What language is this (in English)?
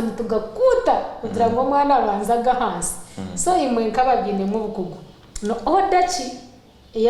Nyankole